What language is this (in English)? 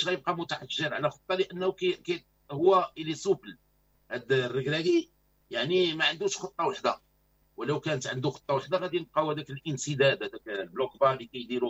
Moroccan Arabic